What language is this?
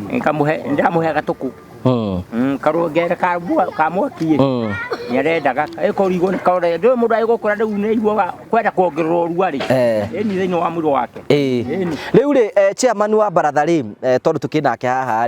Kikuyu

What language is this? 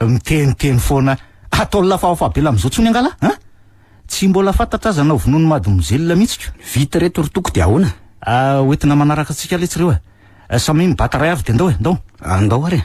Malagasy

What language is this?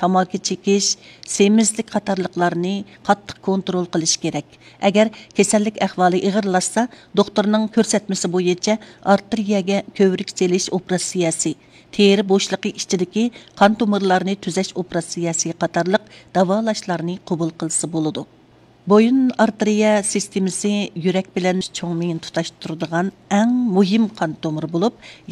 Uyghur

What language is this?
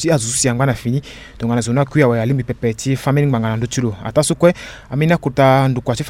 Sango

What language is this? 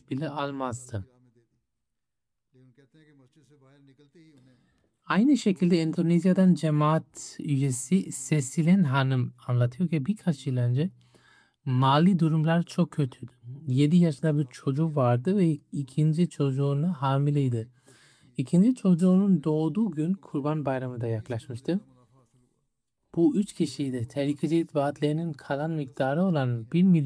Turkish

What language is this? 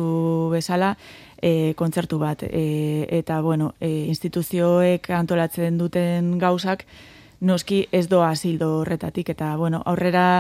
Basque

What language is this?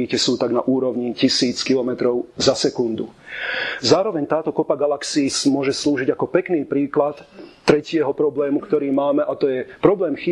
Slovak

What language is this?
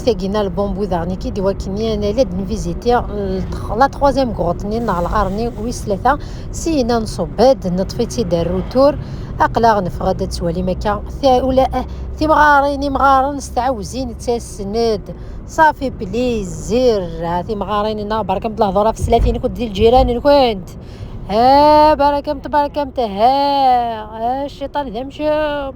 Kabyle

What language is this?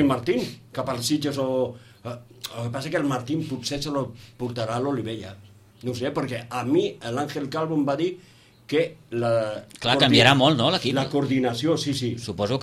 Catalan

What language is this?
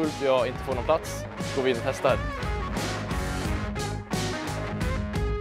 Swedish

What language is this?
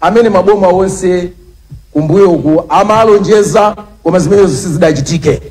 Nyanja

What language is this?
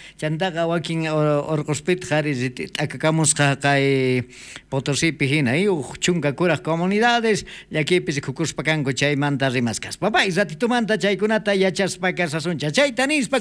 South Bolivian Quechua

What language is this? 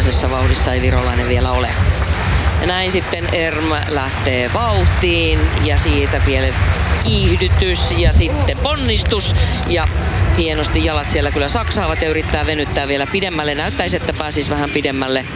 Finnish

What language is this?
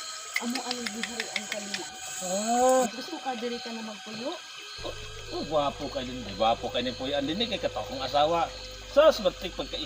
Cebuano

